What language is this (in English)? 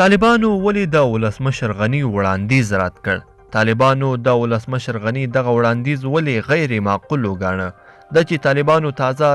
Pashto